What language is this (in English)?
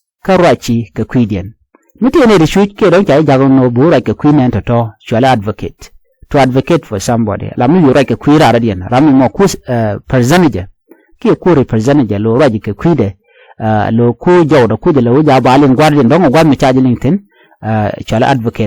Nuer